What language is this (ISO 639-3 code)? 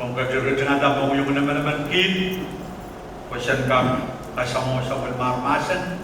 pon